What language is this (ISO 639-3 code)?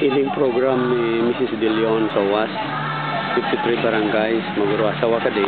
bik